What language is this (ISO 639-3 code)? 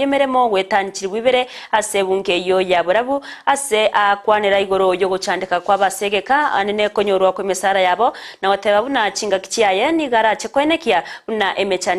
guz